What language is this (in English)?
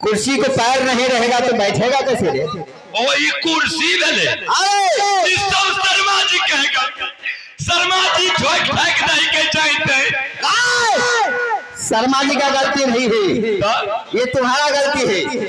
Maithili